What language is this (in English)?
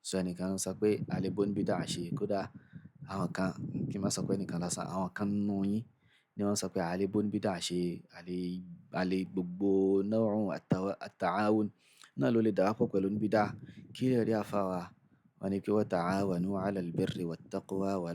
Yoruba